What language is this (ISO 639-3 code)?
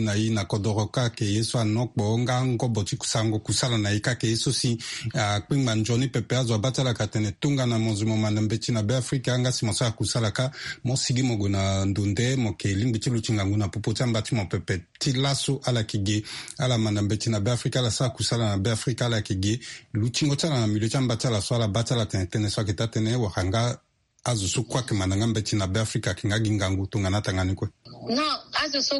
sag